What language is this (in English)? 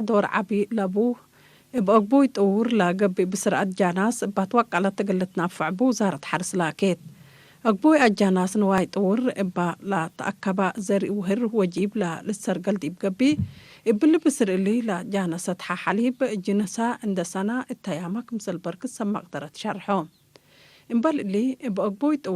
Tigre